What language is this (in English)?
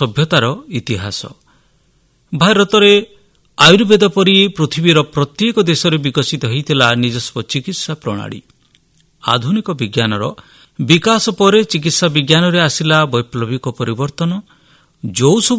Odia